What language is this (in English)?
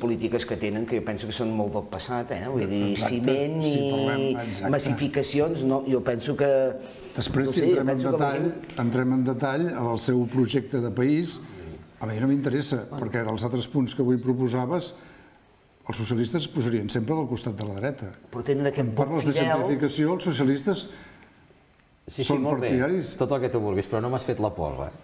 Catalan